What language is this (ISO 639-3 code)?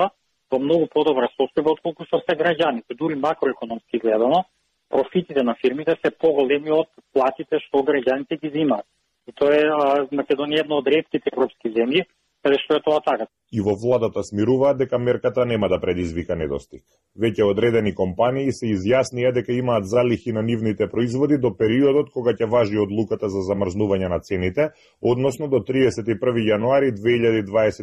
mkd